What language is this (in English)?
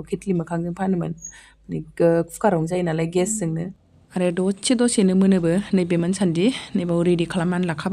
Bodo